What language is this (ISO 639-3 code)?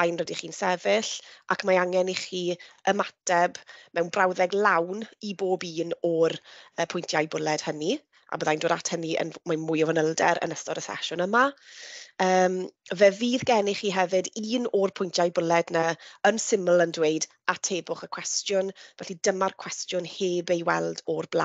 cym